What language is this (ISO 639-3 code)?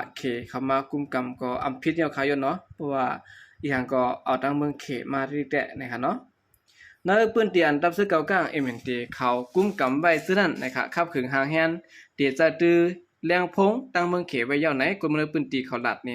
shn